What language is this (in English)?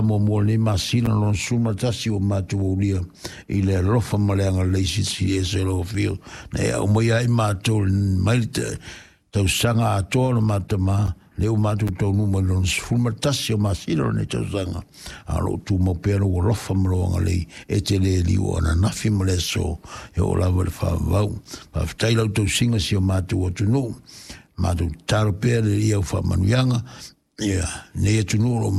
Samoan